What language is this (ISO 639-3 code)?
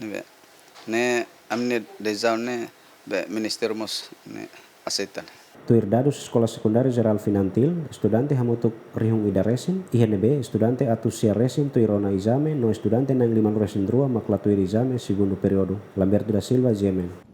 tet